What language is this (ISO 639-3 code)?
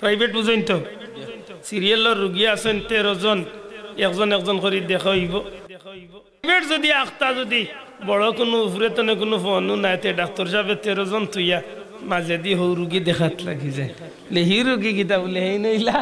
syl